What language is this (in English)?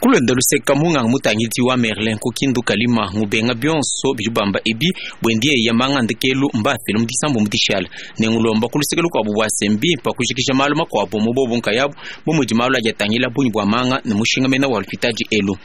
Luba-Lulua